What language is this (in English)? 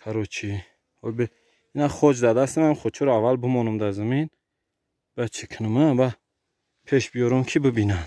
Tajik